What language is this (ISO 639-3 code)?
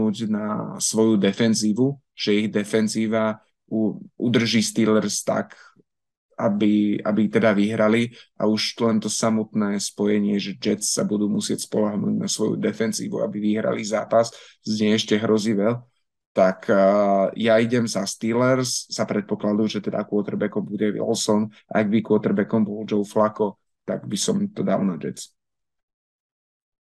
slk